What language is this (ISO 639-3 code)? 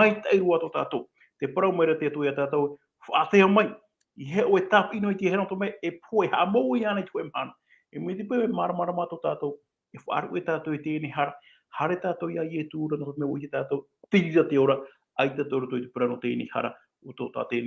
tah